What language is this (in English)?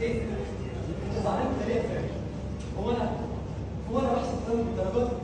Egyptian Arabic